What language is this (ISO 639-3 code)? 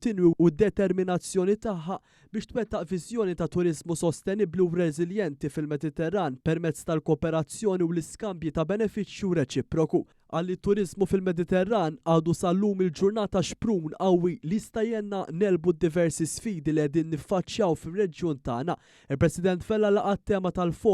mlt